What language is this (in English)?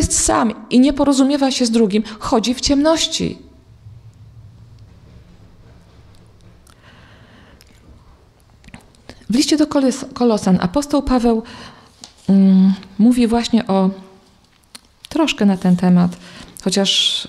Polish